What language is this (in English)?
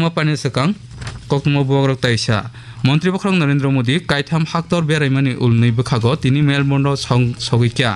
Kok Borok